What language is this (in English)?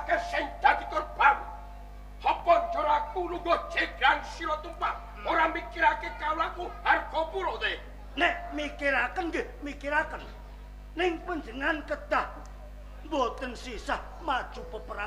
Javanese